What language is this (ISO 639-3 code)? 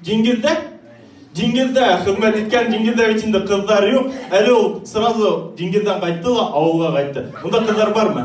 bak